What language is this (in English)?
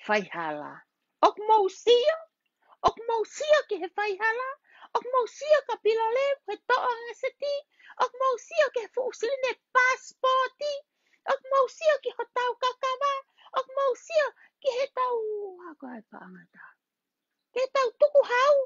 Tongan